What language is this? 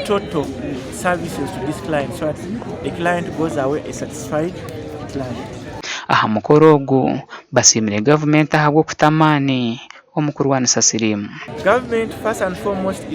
Nyankole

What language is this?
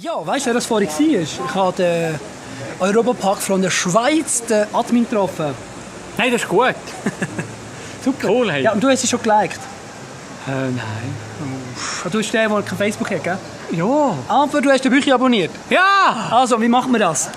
Swiss German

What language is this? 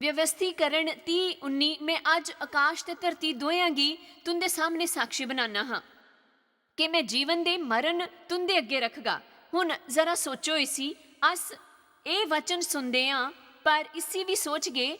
Dogri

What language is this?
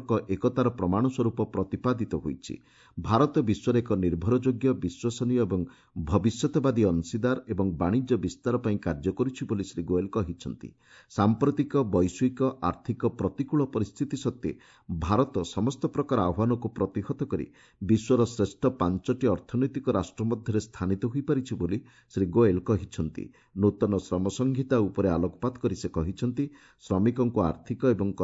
Odia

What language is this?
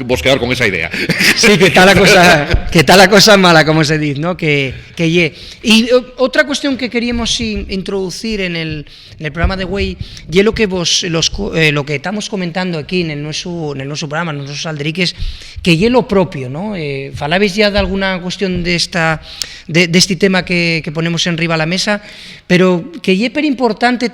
Asturian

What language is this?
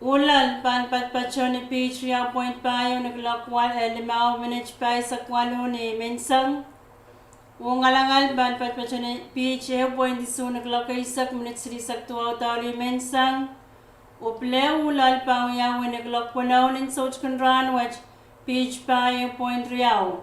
Pohnpeian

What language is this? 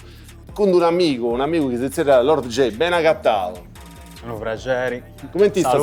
Sardinian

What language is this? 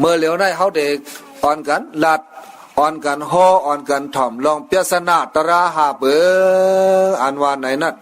Shan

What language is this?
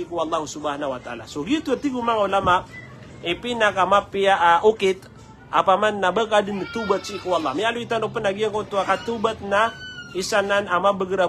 Maranao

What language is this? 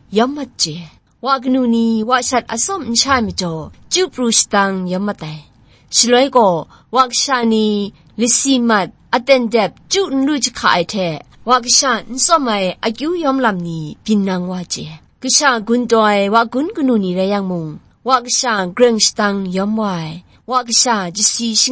Kachin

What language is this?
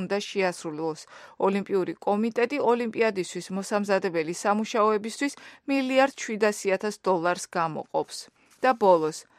Georgian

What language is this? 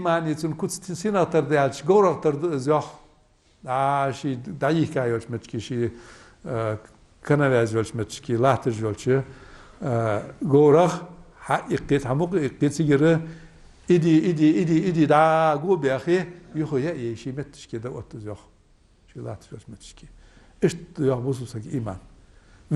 Ingush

